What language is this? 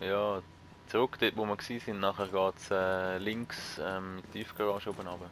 Swiss German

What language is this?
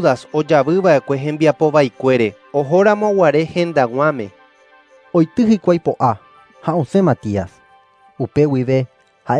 Guarani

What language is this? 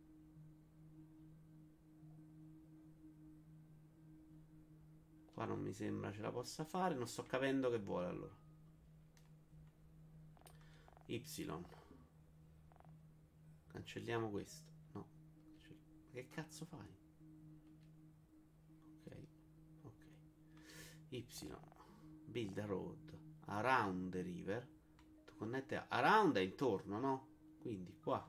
Italian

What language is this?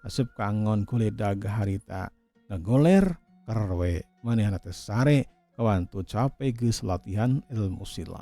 Sundanese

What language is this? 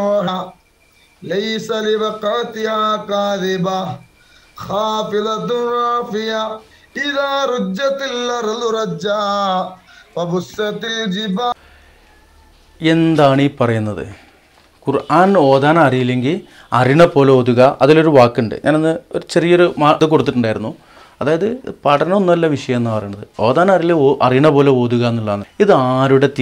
Malayalam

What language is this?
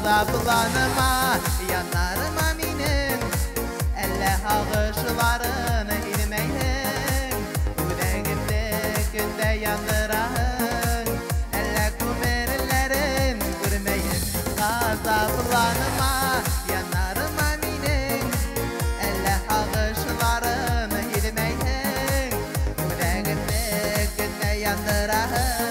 Bashkir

